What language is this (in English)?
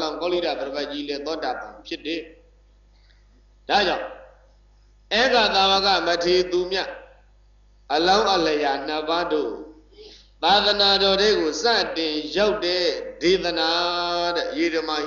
Burmese